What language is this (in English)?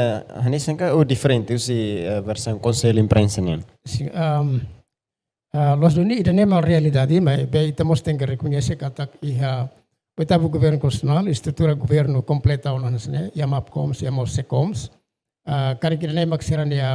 Tetum